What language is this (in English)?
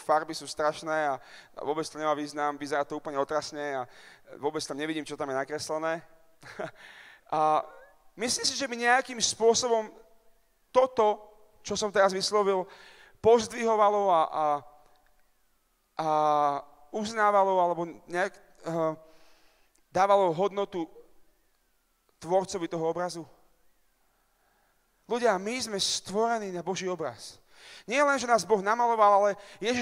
Slovak